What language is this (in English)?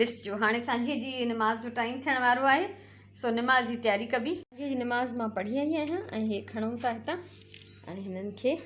Sindhi